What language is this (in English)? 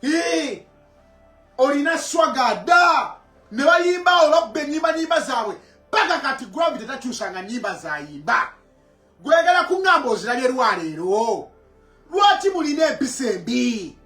Ganda